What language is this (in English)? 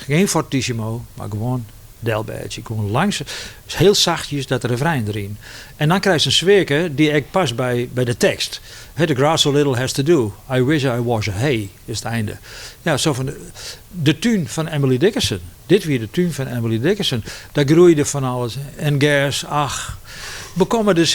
Western Frisian